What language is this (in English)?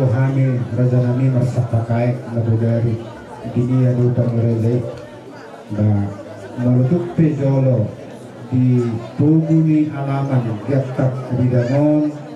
Batak Toba